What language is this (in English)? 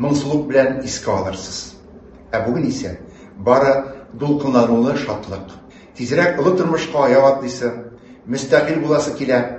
Tatar